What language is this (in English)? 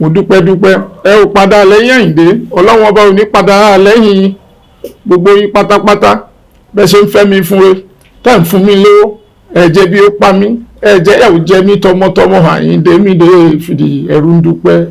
Yoruba